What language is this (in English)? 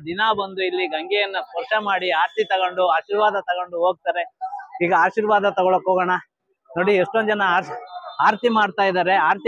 Kannada